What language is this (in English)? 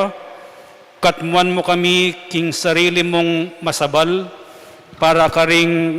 Pampanga